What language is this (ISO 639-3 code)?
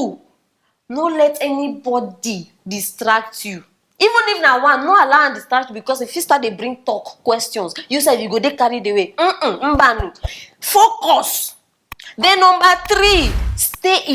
pcm